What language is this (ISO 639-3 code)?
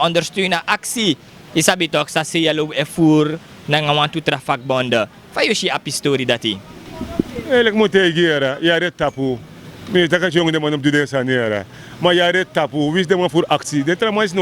srn